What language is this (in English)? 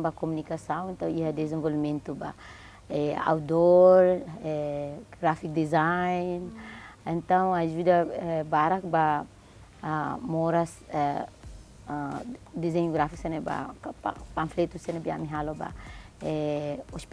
Tetum